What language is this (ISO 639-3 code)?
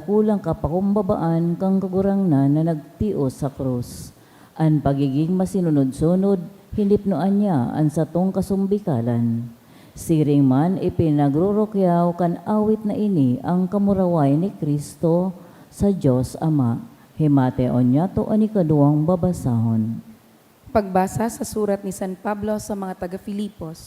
bik